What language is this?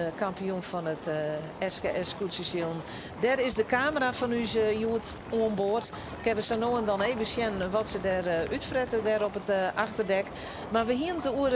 Western Frisian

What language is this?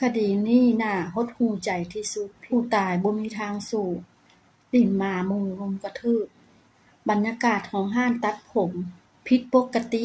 Lao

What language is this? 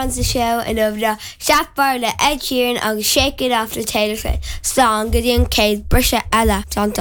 Irish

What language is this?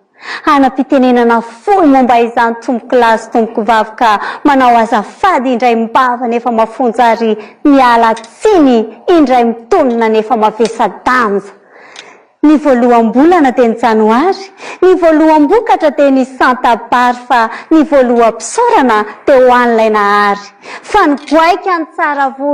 Malagasy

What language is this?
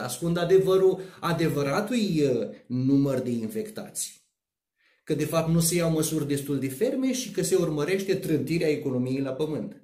Romanian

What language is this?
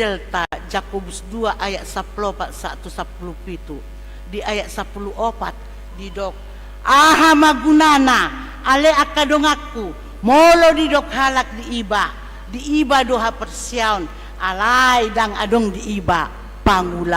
Batak Toba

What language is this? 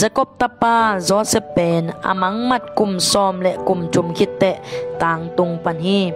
Tedim Chin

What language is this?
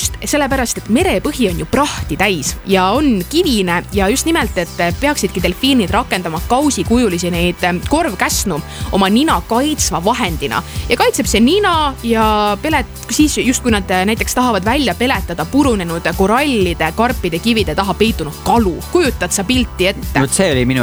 Estonian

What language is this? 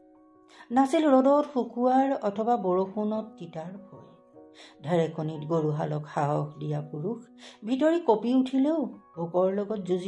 Assamese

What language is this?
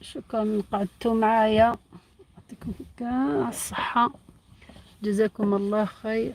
Algerian Arabic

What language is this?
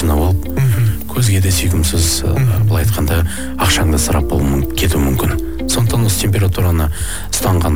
Kazakh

